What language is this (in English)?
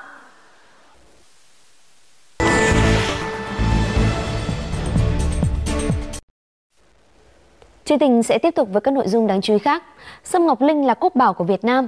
Vietnamese